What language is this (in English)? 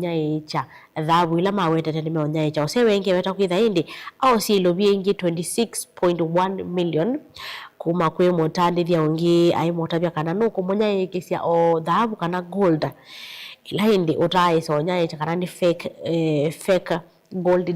Kamba